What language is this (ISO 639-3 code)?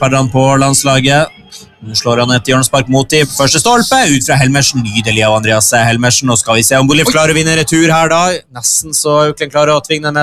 nor